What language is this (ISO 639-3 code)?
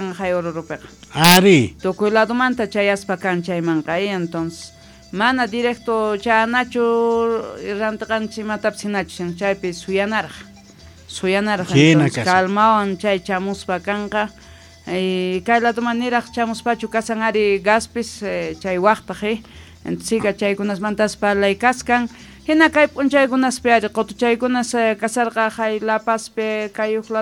que